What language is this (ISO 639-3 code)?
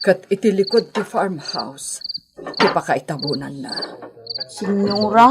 ilo